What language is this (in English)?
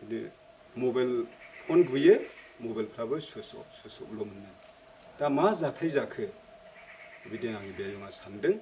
Bodo